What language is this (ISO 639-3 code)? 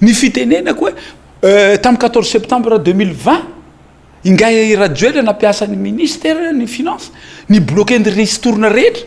mlg